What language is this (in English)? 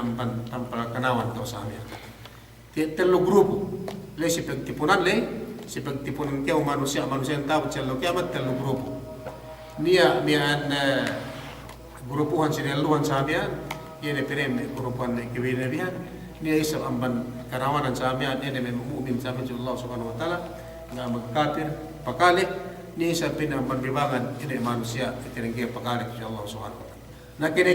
Yakan